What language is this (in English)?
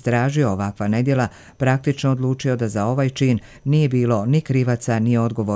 Croatian